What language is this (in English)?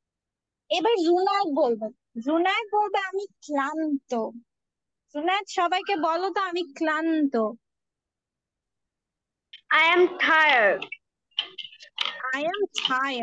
Bangla